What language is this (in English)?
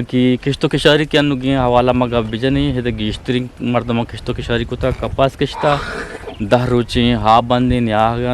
Eastern Balochi